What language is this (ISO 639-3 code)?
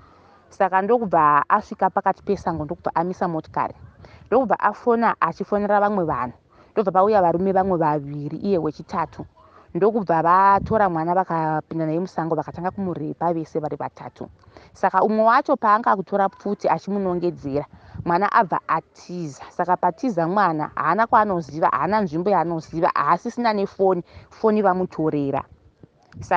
sna